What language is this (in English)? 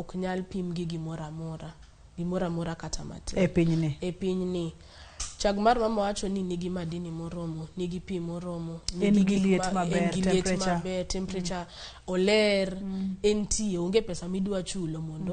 Luo (Kenya and Tanzania)